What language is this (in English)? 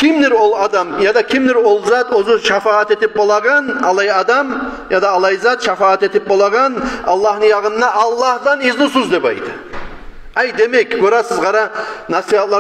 Kumyk